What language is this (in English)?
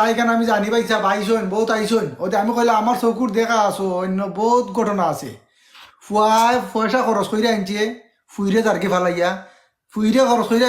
Sylheti